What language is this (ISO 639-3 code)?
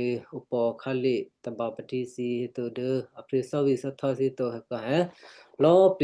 kyu